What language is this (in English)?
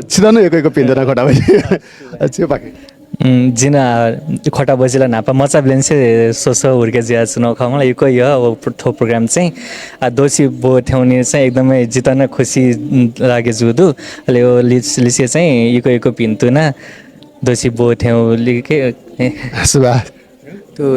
Newari